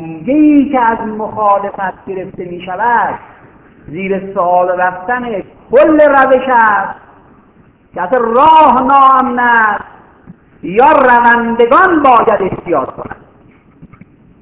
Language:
Persian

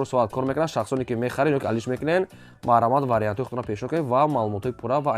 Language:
Tajik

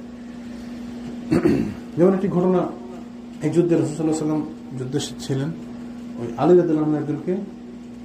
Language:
Bangla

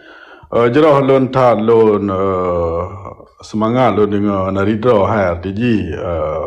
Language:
Achinese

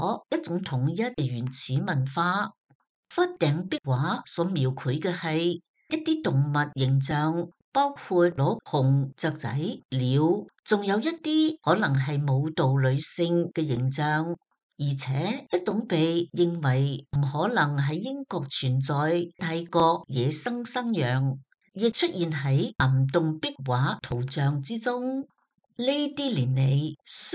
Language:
Cantonese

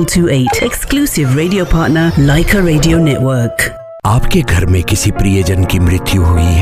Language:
Hindi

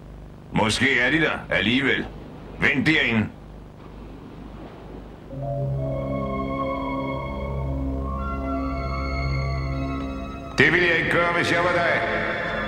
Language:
Danish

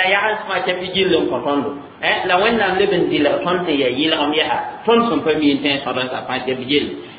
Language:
Mossi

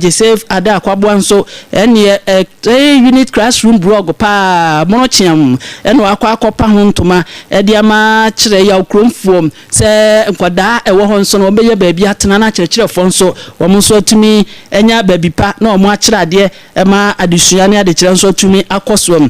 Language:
Akan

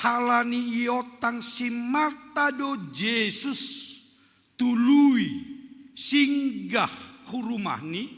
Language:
Batak Simalungun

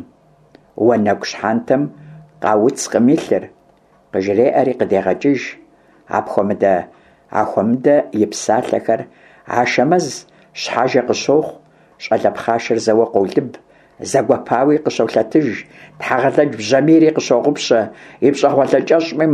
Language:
Kabardian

